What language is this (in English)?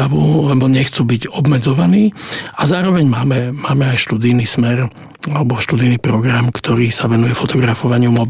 Slovak